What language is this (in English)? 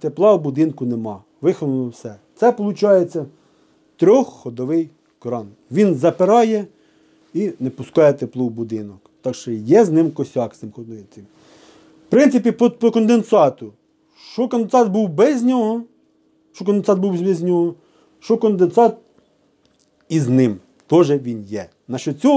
Ukrainian